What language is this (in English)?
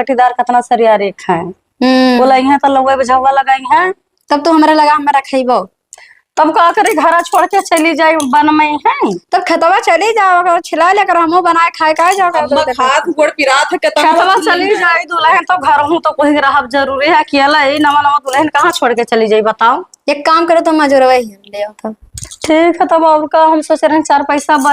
Awadhi